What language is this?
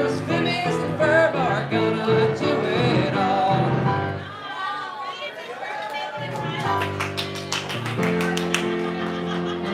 English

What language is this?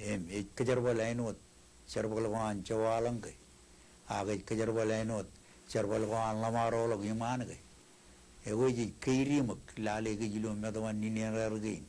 Marshallese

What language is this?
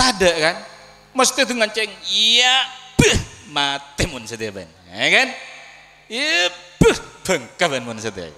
Madurese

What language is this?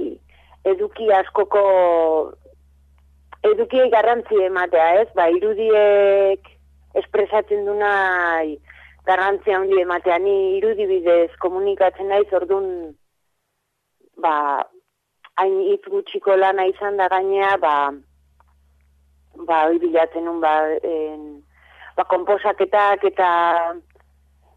Basque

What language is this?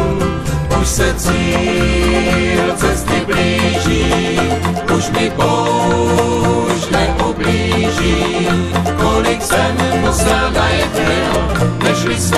Czech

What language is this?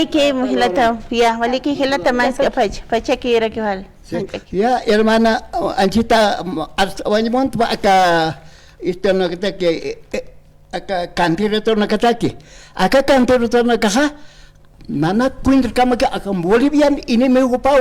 Aymara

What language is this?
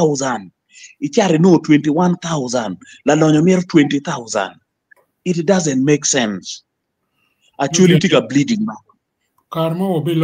Acoli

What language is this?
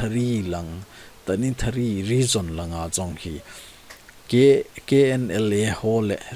Thado Chin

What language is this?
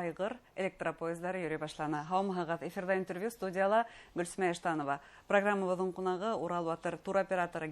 Bashkir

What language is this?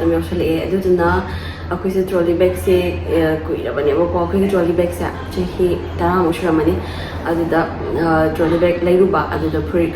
Manipuri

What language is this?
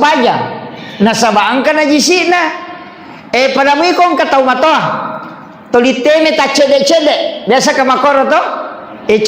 Buginese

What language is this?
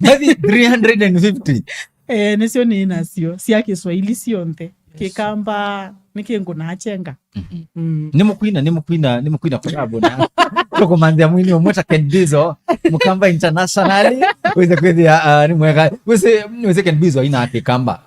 Kamba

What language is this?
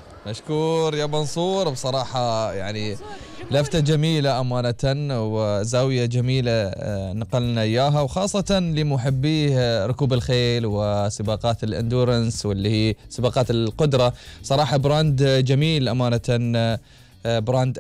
Gulf Arabic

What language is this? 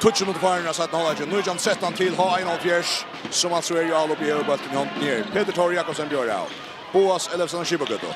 Faroese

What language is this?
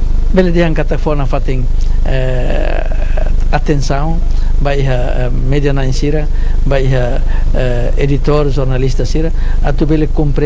Tetum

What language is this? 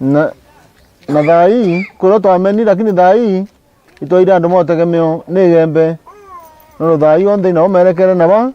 Meru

